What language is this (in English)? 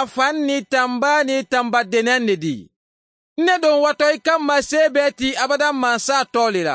Mandingo